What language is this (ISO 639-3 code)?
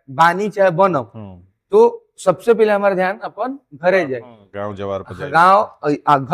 bho